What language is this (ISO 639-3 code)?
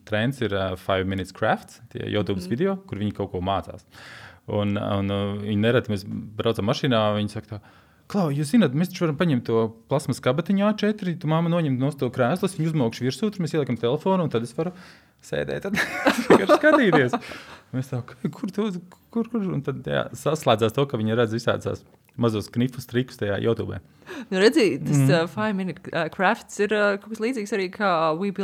lav